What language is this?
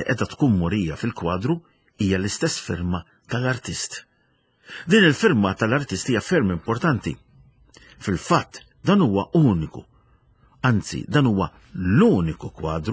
Maltese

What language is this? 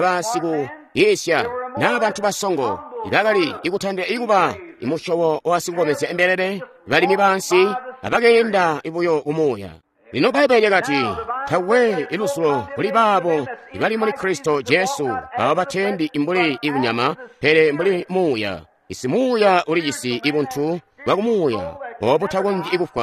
Tonga (Zambia)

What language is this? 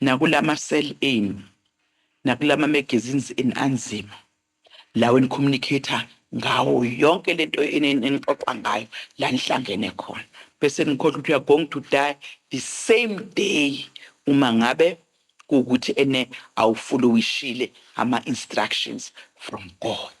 Zulu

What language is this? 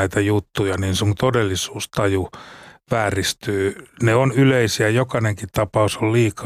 Finnish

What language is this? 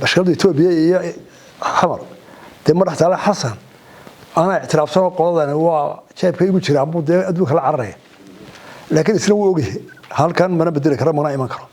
Somali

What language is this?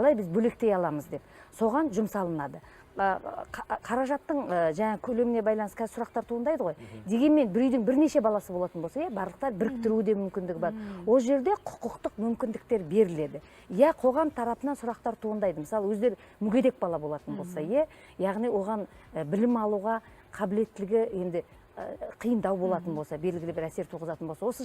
Kazakh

